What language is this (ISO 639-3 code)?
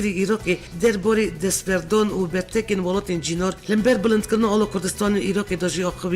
kur